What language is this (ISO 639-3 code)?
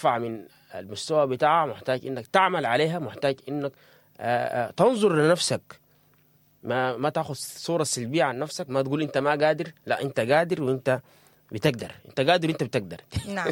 apd